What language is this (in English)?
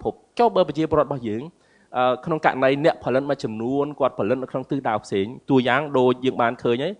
Khmer